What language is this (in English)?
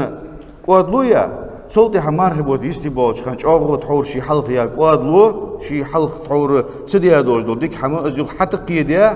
Ingush